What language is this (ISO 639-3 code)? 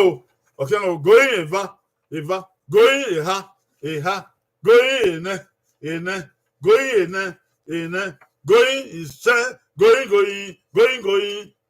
bin